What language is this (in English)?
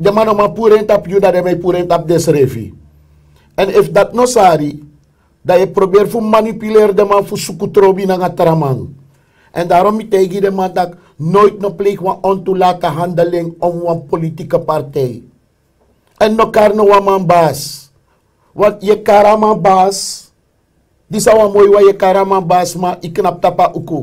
Sranan Tongo